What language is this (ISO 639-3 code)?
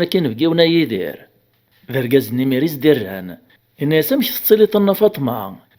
kab